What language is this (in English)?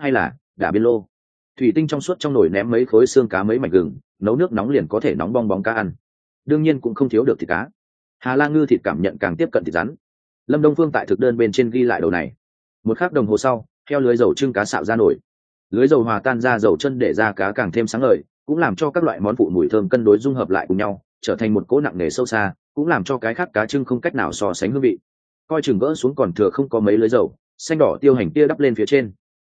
Vietnamese